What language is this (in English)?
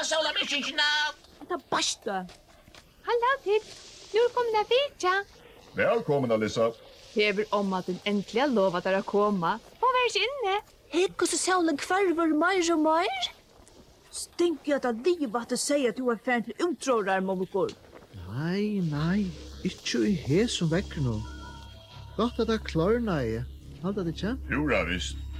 Faroese